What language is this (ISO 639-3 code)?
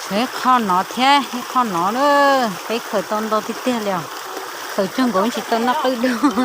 hmn